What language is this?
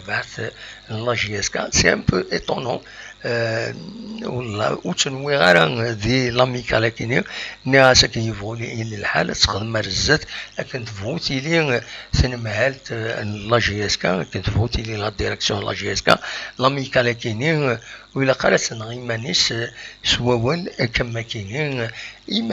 Kabyle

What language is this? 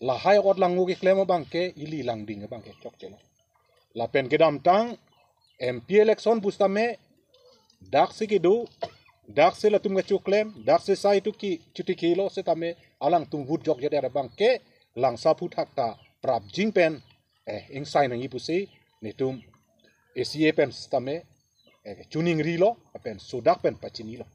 Karbi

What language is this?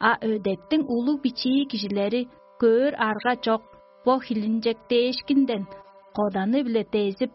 Tuvinian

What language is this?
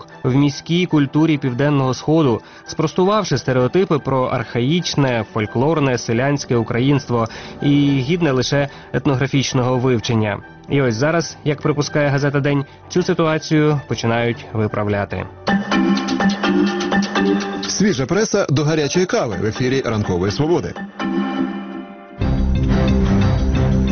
Ukrainian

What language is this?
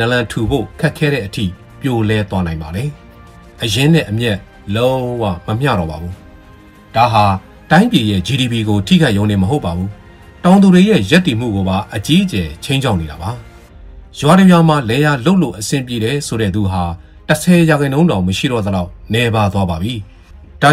Burmese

